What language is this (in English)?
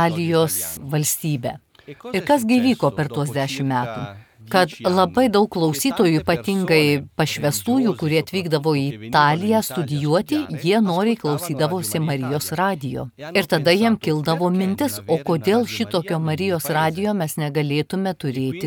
Lithuanian